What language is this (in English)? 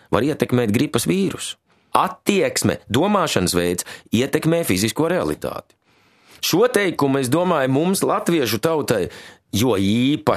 Latvian